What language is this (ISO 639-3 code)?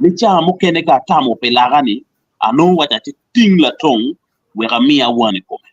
ach